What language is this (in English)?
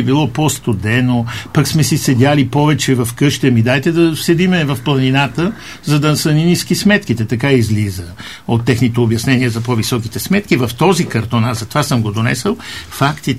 Bulgarian